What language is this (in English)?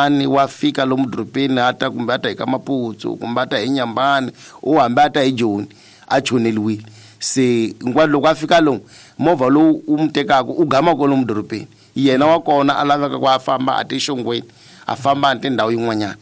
Tsonga